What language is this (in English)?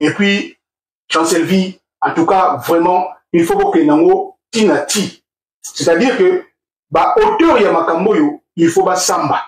Lingala